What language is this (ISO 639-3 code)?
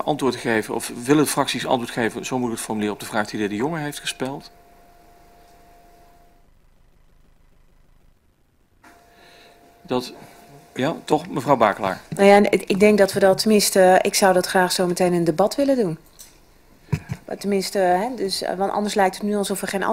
nld